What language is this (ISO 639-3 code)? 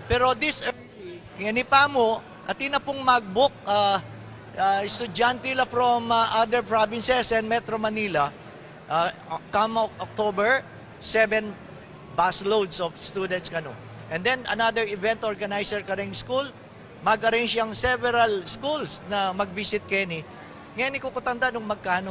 pam